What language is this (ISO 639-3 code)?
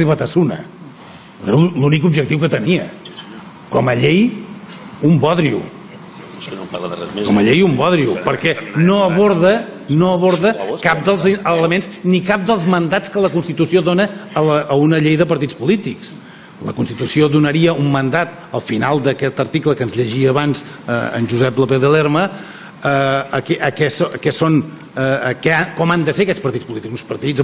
cat